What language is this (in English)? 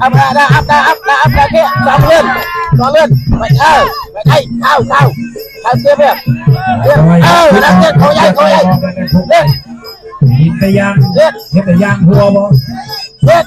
Northeastern Thai